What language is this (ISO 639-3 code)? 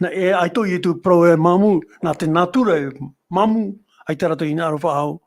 tah